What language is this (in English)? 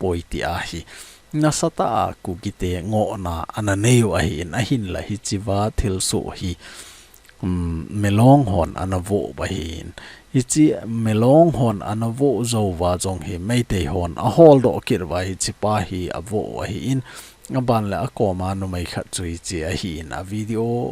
Thado Chin